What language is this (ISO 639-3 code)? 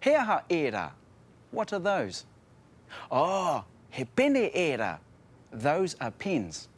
mri